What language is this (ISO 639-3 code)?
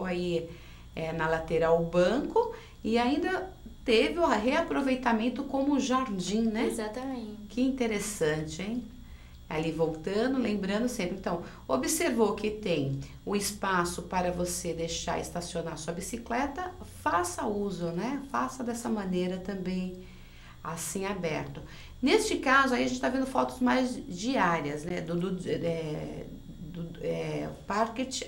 por